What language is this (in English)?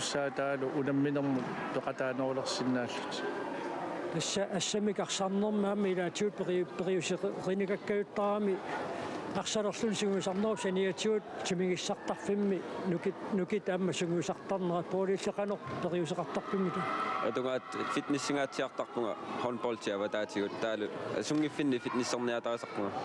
Kalaallisut